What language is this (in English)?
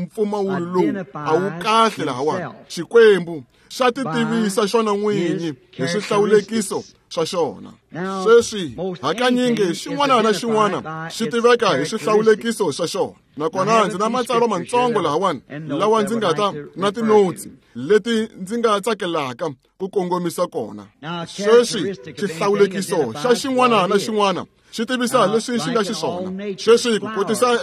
Tsonga